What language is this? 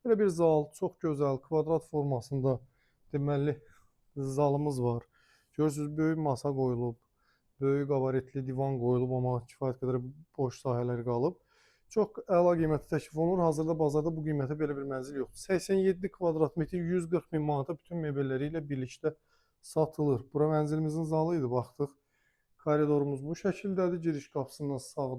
Azerbaijani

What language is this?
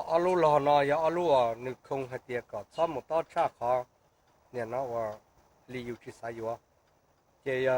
Hmong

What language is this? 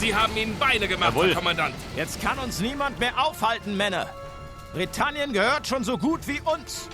Bavarian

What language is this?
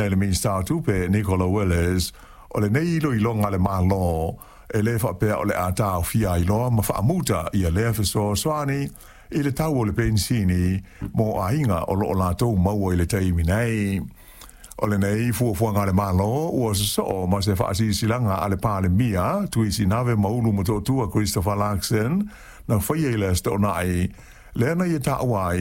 Samoan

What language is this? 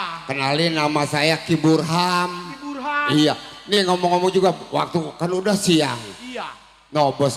Betawi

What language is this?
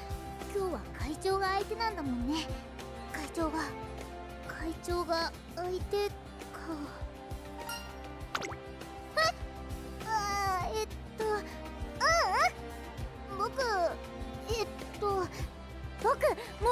Japanese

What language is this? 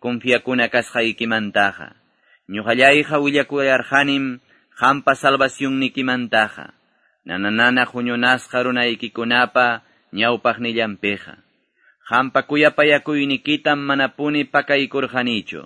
Quechua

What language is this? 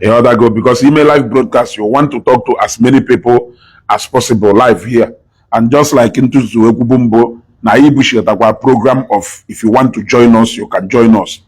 Igbo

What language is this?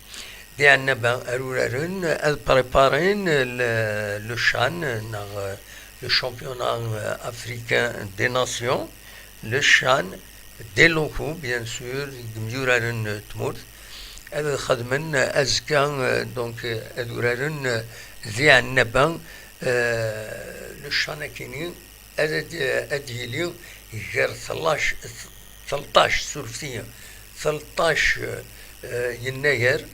Kabyle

